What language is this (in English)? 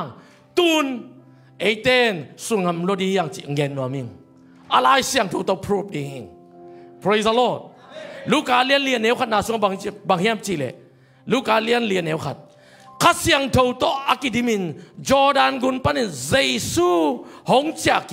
Tedim Chin